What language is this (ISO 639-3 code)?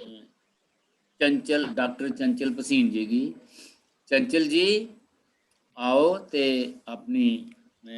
doi